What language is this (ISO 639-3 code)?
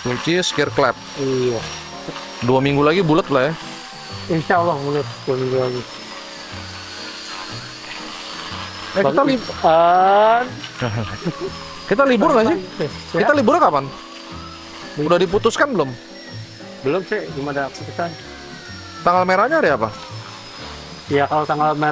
ind